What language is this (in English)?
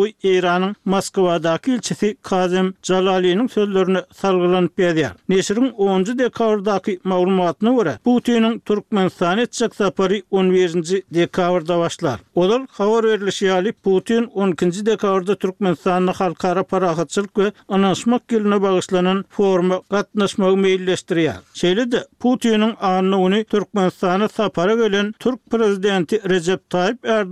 Turkmen